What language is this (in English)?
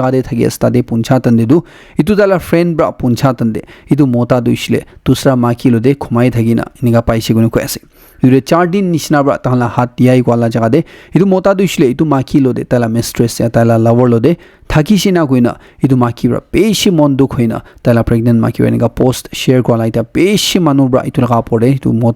Naga Pidgin